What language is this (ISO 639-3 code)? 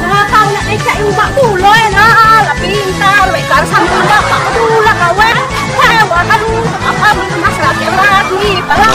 mui